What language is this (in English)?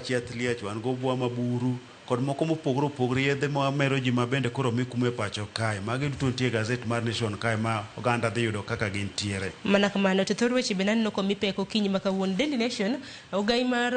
Luo (Kenya and Tanzania)